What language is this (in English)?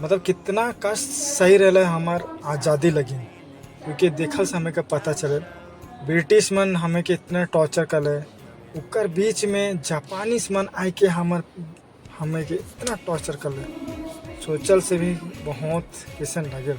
Sadri